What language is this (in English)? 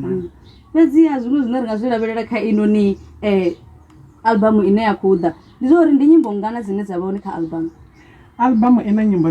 Venda